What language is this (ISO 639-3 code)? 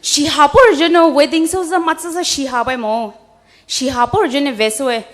pmx